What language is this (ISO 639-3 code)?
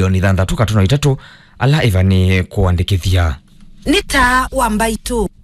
kam